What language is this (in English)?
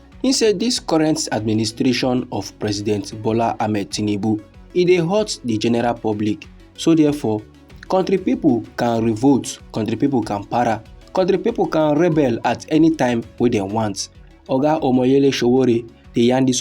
Nigerian Pidgin